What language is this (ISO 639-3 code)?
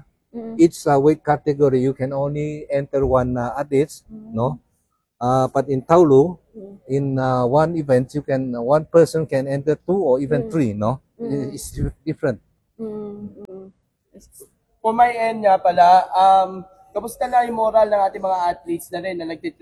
fil